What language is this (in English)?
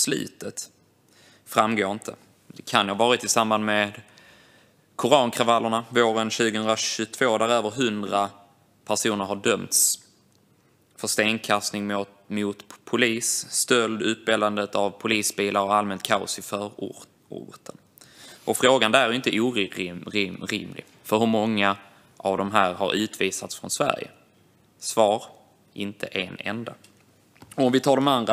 Swedish